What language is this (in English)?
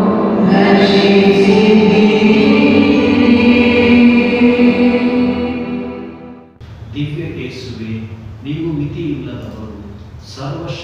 Kannada